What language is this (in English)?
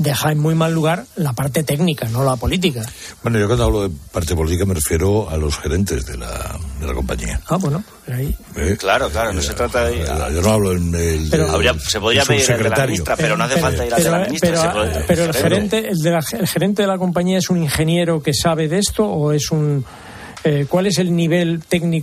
Spanish